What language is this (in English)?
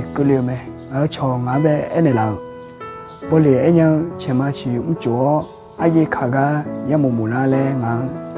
Akha